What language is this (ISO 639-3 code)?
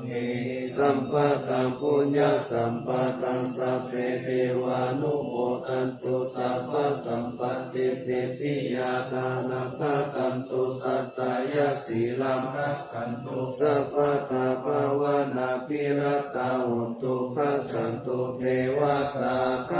pli